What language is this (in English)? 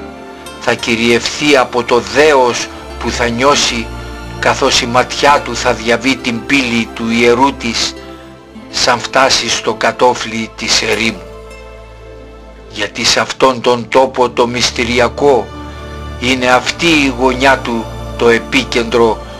Greek